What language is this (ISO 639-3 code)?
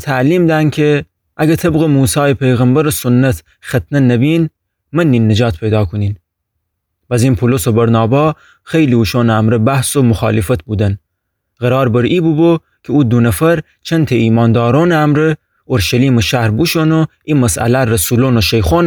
glk